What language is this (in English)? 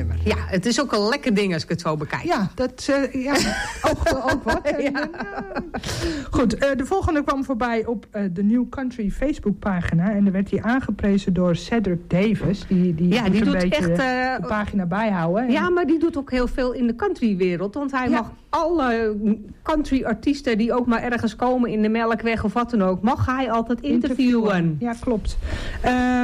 Dutch